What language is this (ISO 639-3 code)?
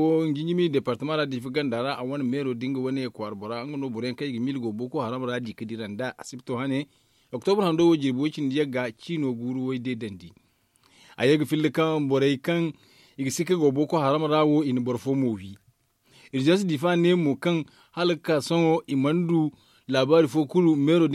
dje